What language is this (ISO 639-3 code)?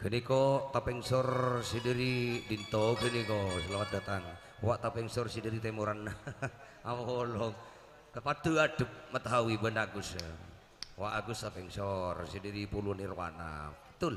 mad